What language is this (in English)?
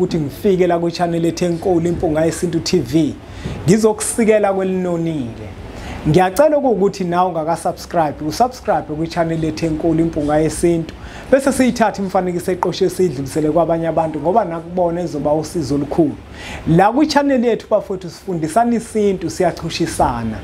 Zulu